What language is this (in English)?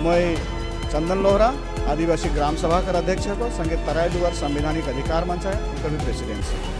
Sadri